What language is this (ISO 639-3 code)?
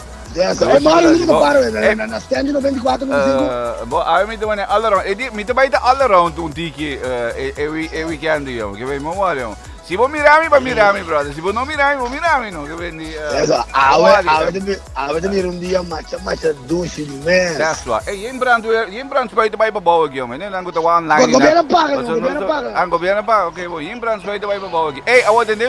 pap